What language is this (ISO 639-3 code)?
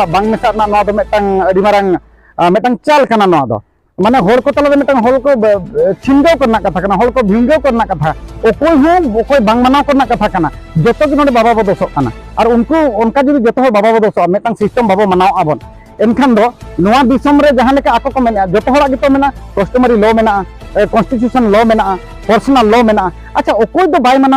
sat